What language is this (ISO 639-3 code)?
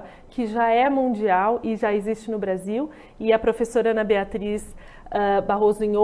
por